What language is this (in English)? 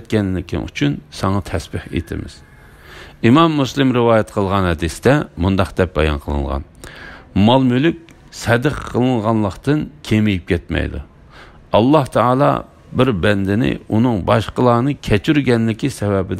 Uyghur